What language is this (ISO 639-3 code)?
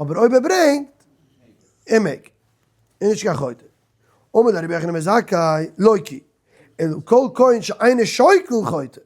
yid